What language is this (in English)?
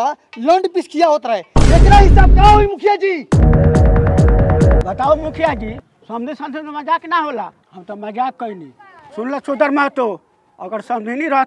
Bhojpuri